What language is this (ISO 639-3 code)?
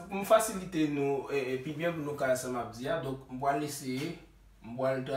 hat